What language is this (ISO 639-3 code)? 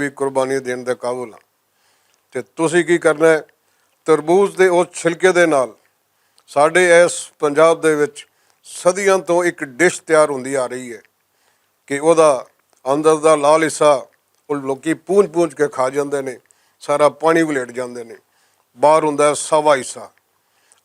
lah